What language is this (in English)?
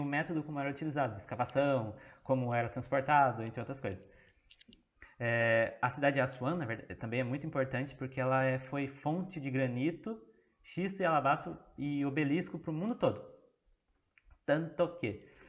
Portuguese